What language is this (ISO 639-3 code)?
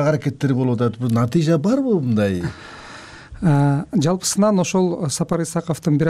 kir